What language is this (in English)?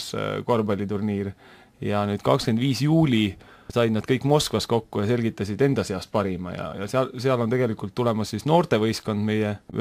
Estonian